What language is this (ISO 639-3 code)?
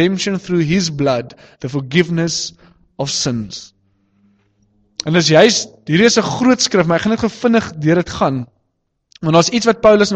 afr